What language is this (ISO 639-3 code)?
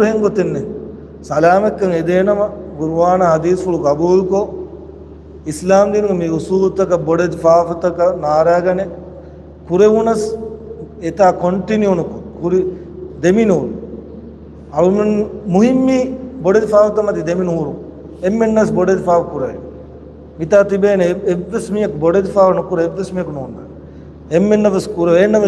div